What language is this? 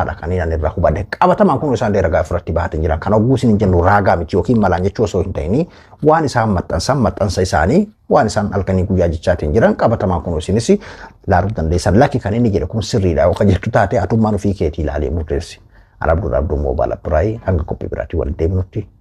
Oromo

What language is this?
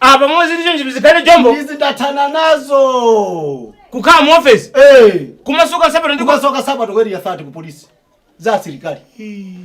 Nyanja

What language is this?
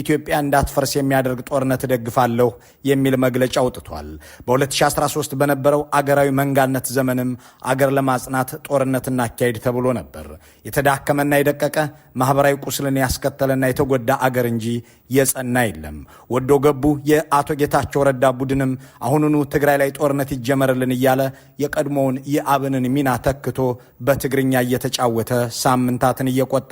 Amharic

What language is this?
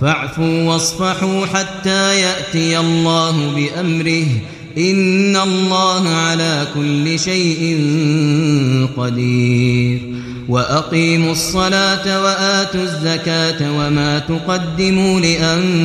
Arabic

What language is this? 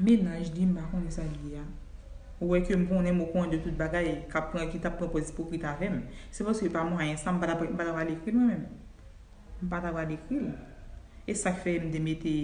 Haitian Creole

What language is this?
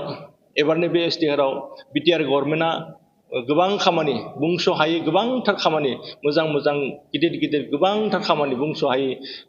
Bodo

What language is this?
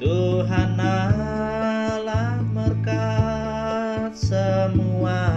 Iban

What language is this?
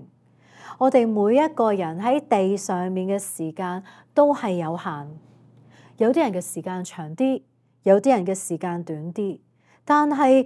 Cantonese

